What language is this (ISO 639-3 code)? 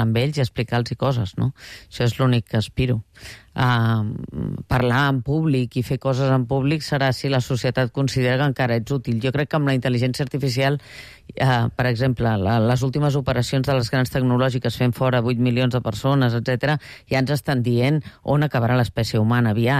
cat